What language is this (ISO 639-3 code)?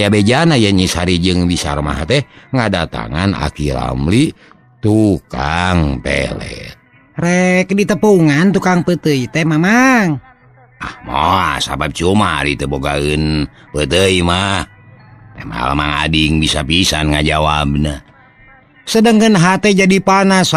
sun